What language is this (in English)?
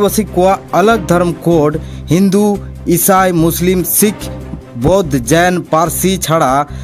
Santali